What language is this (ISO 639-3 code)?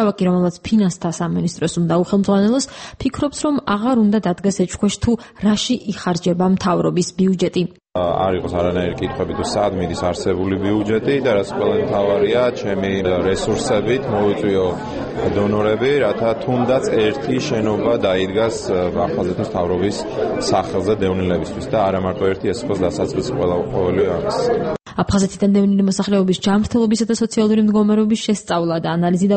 kat